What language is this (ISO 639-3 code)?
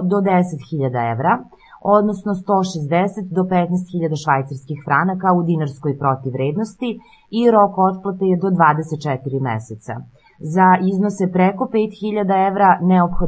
srp